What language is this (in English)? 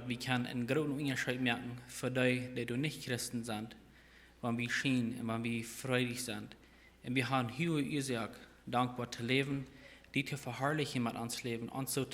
Plautdietsch